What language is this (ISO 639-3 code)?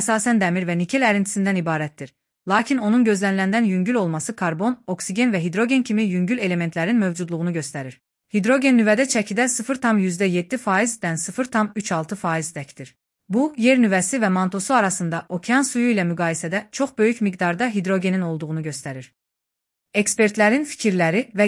aze